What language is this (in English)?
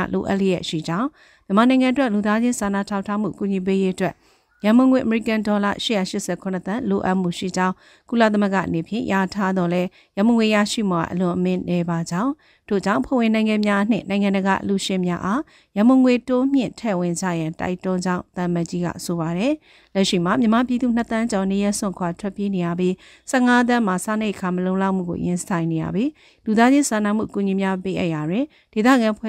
Burmese